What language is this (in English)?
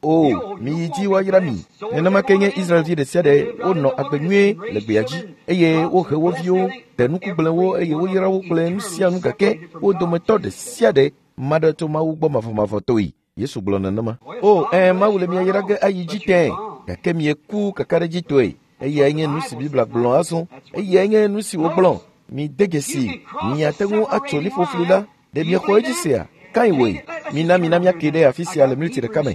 Ewe